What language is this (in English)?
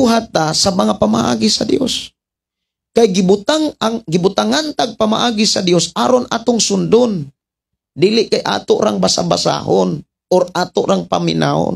Cebuano